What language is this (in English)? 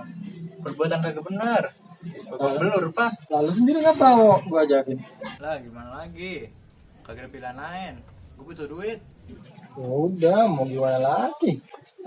Betawi